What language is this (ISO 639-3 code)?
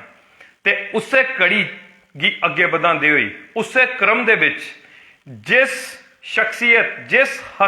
doi